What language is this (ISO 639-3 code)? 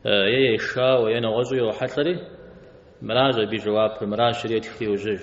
kbd